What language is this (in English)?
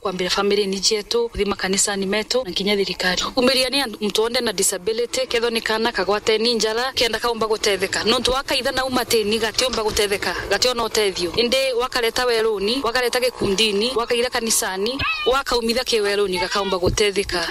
Meru